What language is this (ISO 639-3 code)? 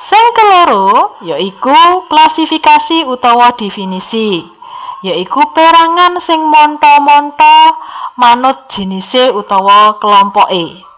jav